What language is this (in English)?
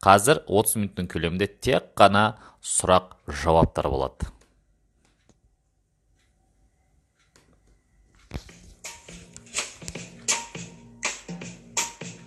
Kazakh